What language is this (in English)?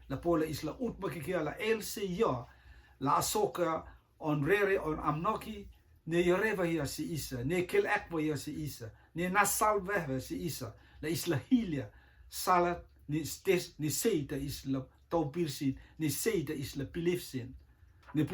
Rotuman